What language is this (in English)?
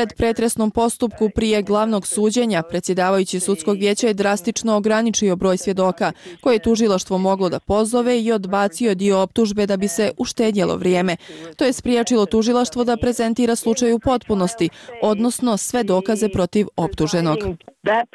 Bosnian